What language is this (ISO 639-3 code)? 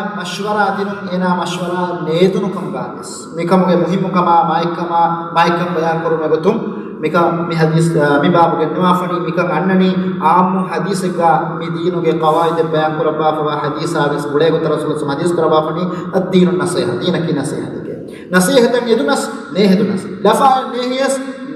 div